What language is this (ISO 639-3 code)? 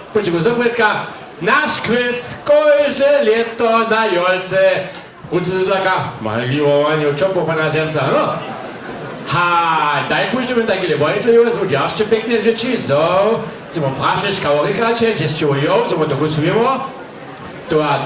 hsb